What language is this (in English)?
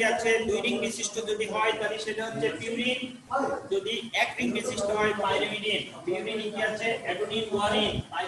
Bangla